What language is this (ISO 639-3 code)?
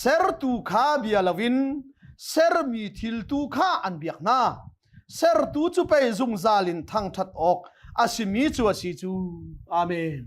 cnh